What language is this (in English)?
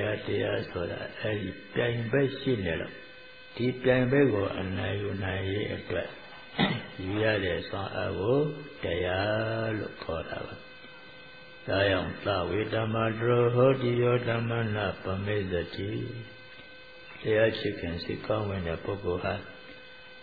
Burmese